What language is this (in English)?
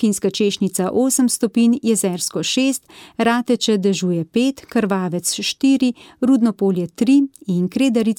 Slovenian